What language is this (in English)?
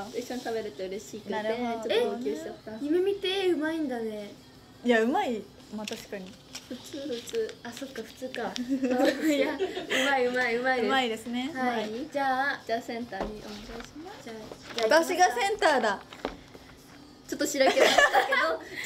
Japanese